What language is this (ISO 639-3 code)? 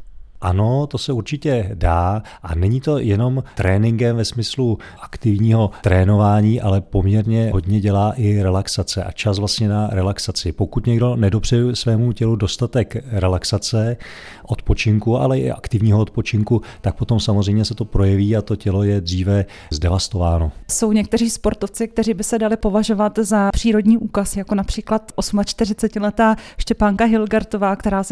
ces